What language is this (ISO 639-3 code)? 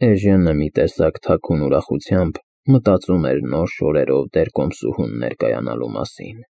hye